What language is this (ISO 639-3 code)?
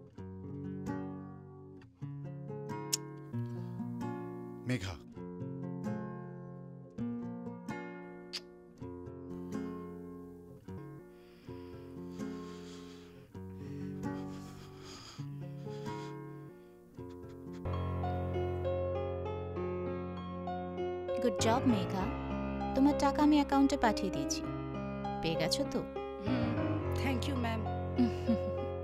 ben